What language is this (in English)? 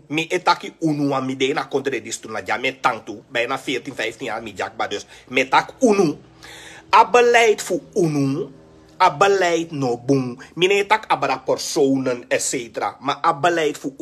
Sranan Tongo